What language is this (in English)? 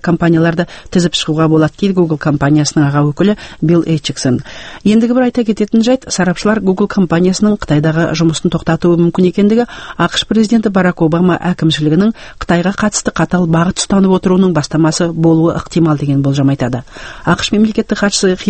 Kazakh